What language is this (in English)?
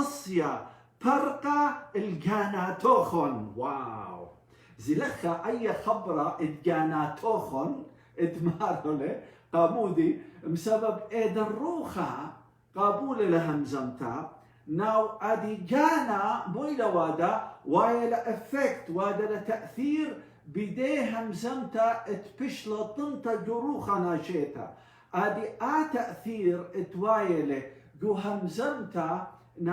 Assyrian Neo-Aramaic